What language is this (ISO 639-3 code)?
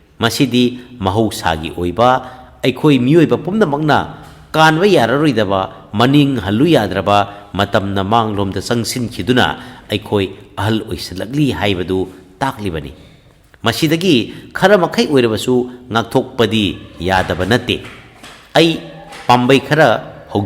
mni